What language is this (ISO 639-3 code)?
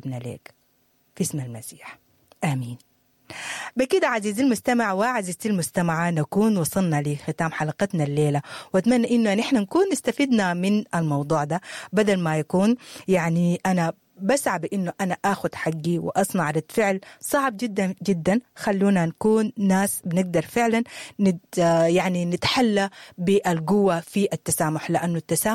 apd